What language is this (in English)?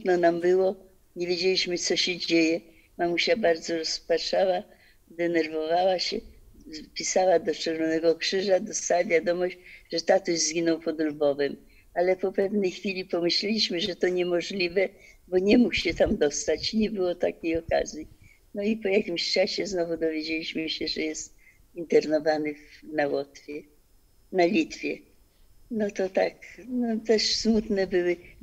Polish